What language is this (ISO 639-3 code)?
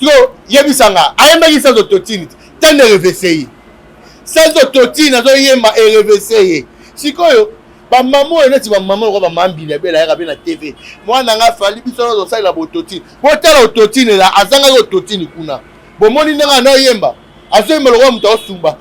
lin